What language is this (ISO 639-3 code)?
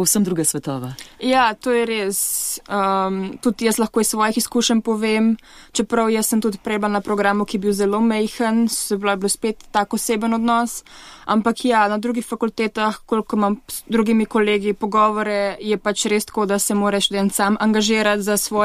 slv